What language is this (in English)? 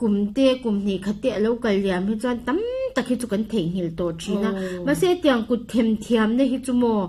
Mizo